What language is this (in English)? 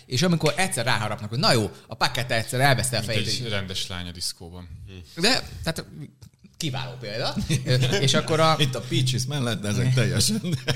Hungarian